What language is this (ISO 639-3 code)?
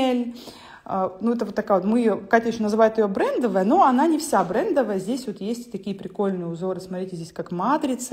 rus